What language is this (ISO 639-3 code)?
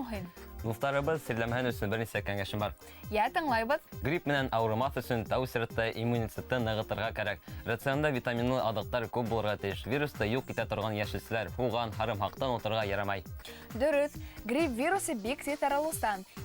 bak